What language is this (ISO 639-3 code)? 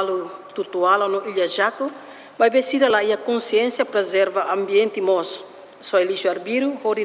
tet